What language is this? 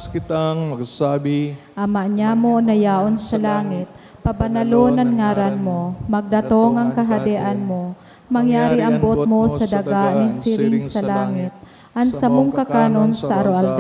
Bikol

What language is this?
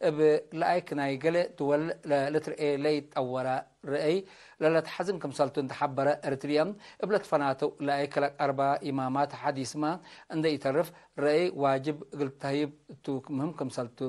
Tigre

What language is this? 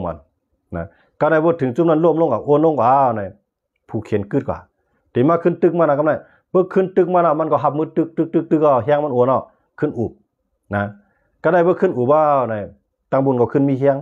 Shan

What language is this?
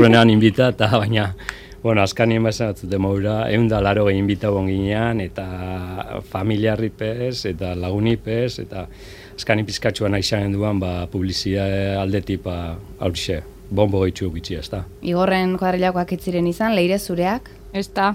Basque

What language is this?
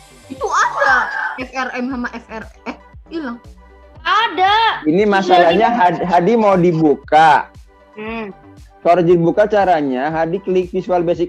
Indonesian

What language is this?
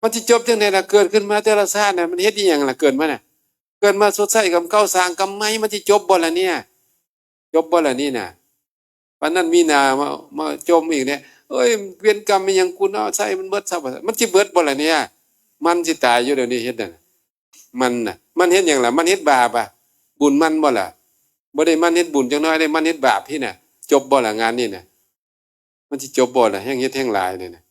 Northeastern Thai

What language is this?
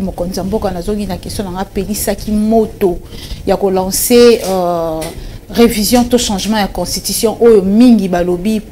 Lingala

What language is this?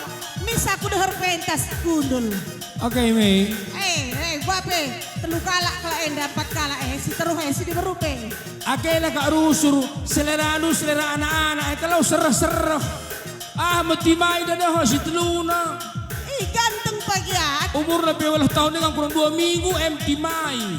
Batak Karo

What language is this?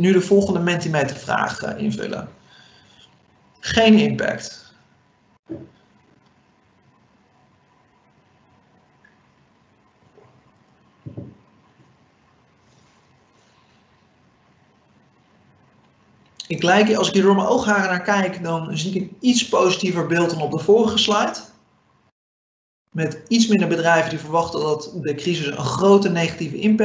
Dutch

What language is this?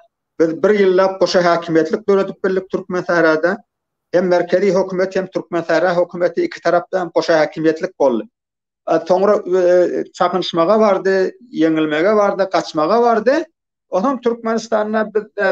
Turkmen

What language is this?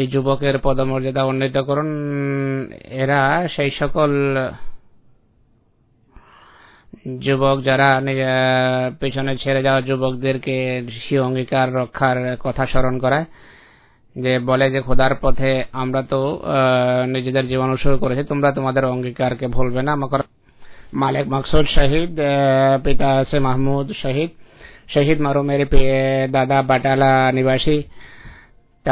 Bangla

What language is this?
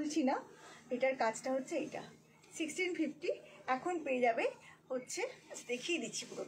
Bangla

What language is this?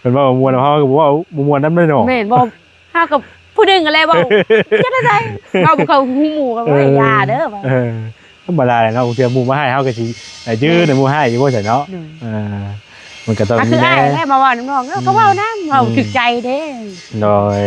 Lao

